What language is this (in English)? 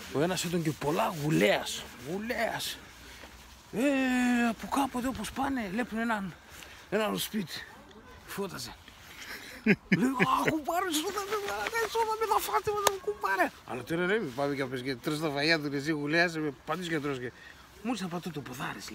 Pontic